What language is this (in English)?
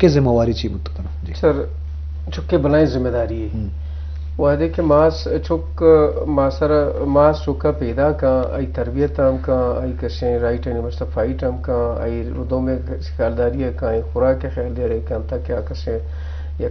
Eastern Balochi